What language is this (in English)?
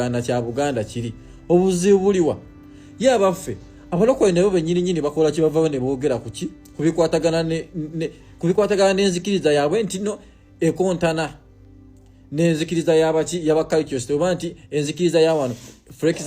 Ganda